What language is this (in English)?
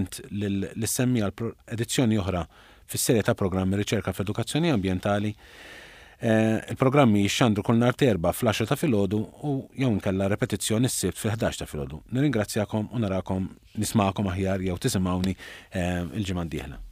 Maltese